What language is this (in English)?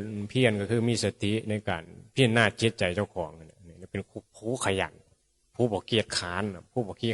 Northeastern Thai